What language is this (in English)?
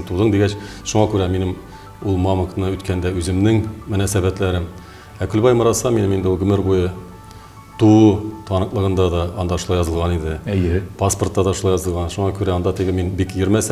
Tatar